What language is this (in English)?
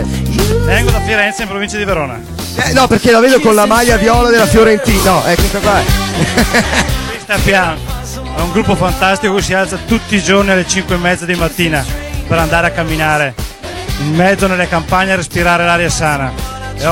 Italian